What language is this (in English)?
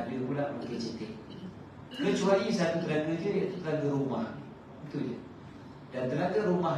Malay